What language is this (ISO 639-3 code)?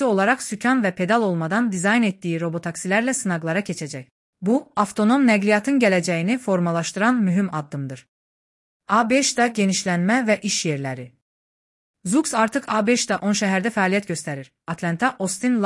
aze